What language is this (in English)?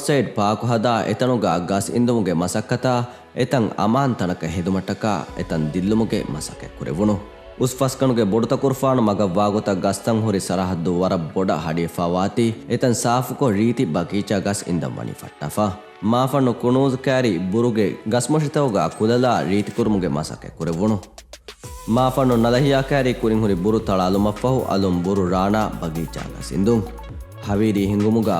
Divehi